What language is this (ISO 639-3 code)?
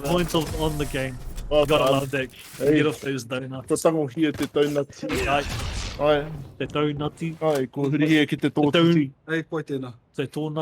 mri